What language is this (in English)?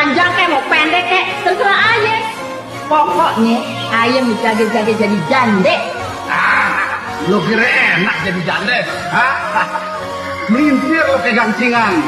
Betawi